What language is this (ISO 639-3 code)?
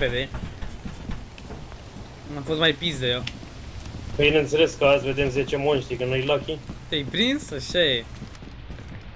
ron